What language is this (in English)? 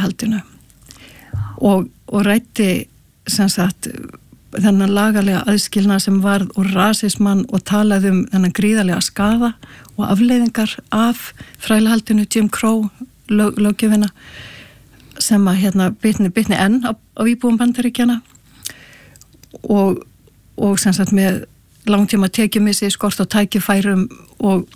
Icelandic